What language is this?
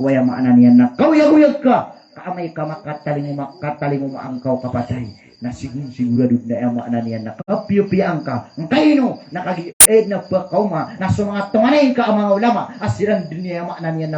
Maranao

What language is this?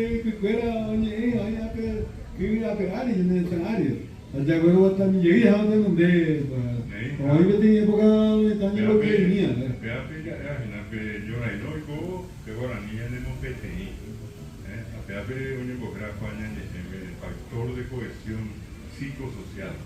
Guarani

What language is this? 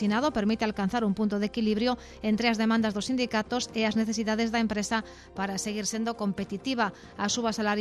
Galician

